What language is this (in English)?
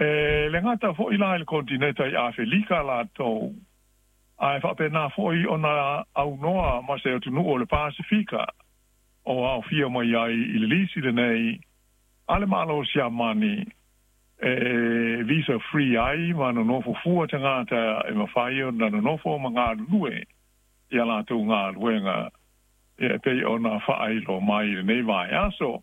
Samoan